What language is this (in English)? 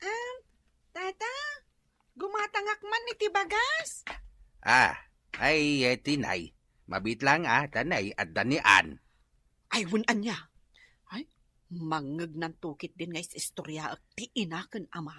Iloko